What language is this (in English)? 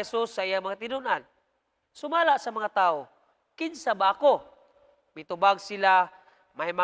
Cebuano